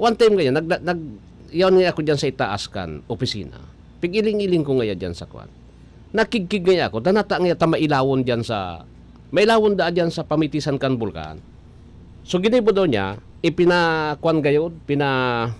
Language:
Bikol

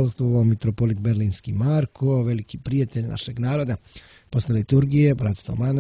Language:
Serbian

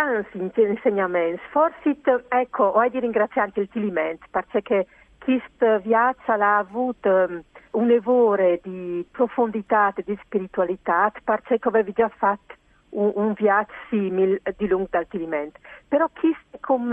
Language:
Friulian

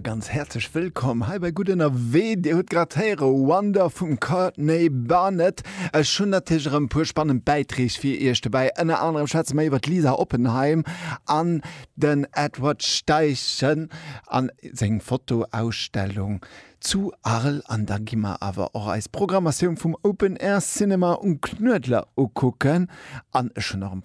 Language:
Luxembourgish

